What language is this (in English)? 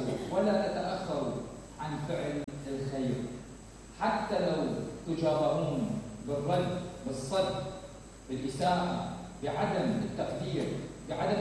Mesopotamian Arabic